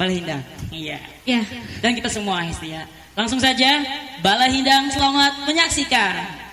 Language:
Banjar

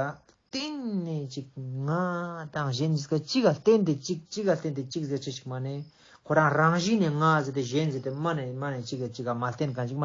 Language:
Ladakhi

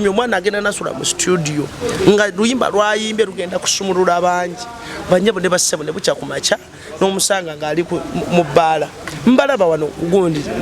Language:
Ganda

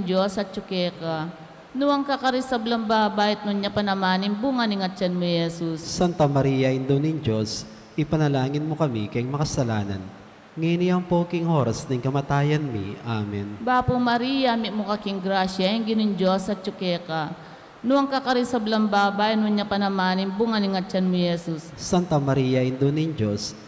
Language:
Pampanga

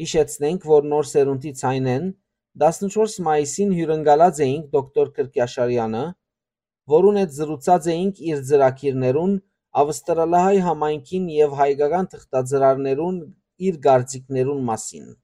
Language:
Western Armenian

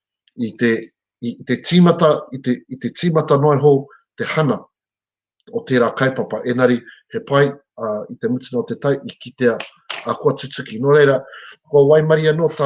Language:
Māori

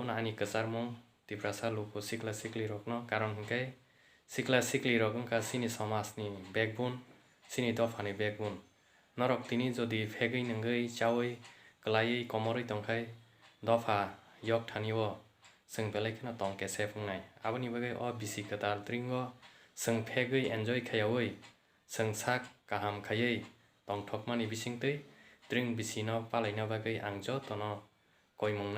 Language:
Kok Borok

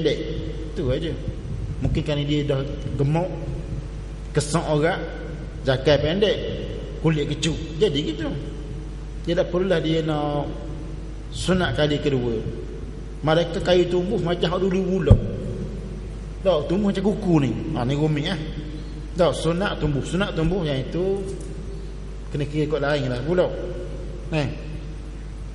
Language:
Malay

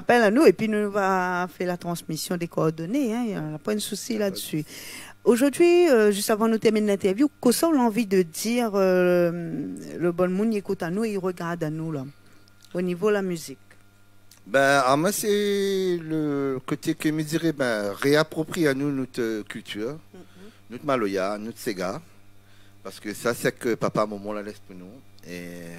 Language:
Réunion Creole French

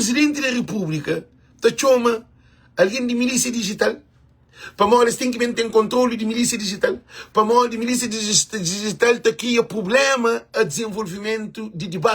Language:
Kabuverdianu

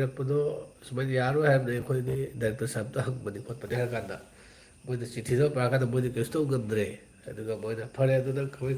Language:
Manipuri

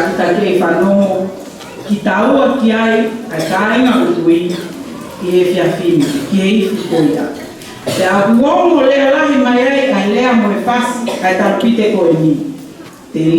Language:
Tongan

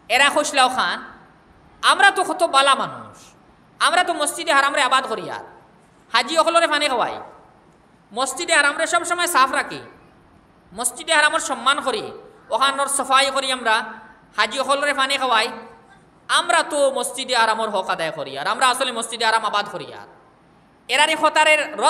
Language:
Sylheti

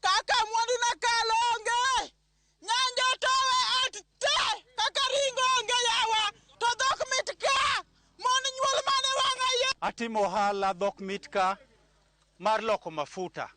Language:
Luo (Kenya and Tanzania)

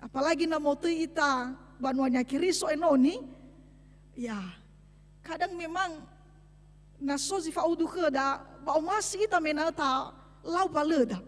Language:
Nias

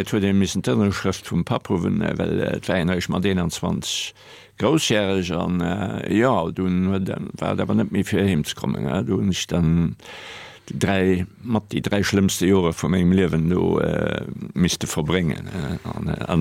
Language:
Luxembourgish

